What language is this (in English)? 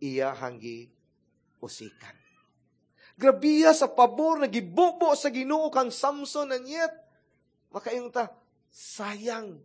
Cebuano